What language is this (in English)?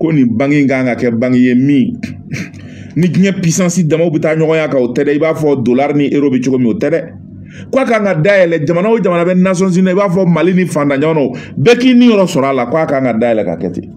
Bambara